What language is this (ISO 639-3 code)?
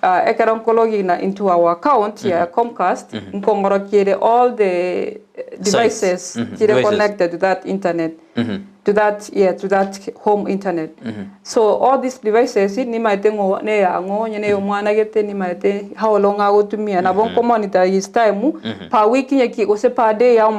guz